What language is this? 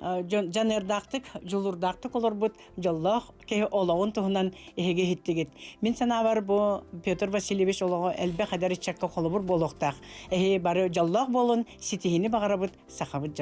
Yakut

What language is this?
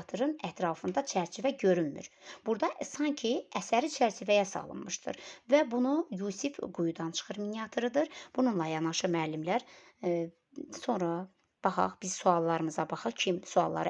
Azerbaijani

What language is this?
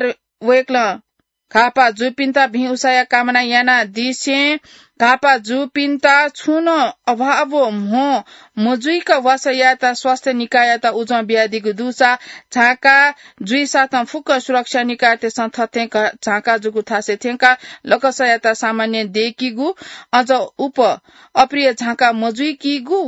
Newari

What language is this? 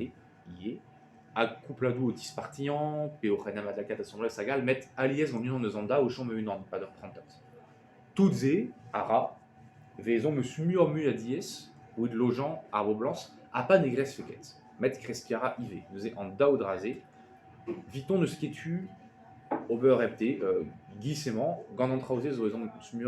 Breton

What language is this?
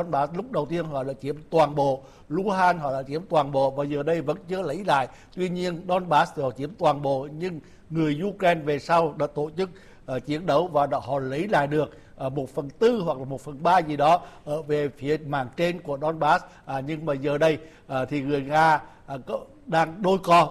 Vietnamese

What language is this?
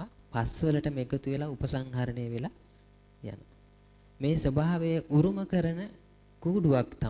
Sinhala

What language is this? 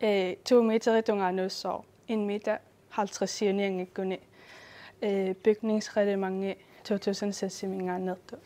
Kalaallisut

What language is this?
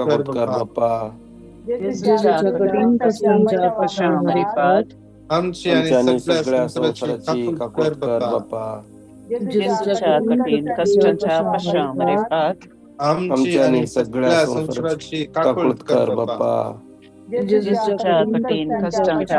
Konkani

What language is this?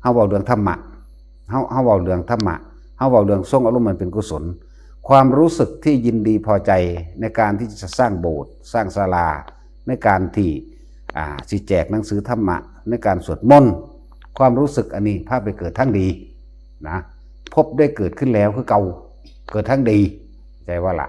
Northeastern Thai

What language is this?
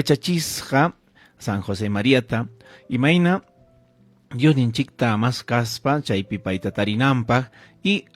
Ayacucho Quechua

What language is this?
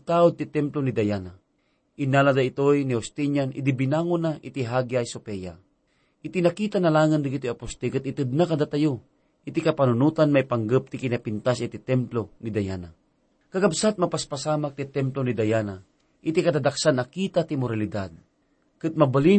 Iloko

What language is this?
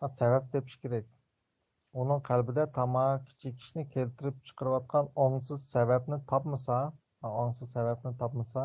Uyghur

